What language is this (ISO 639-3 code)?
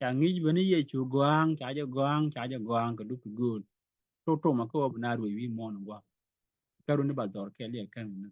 nus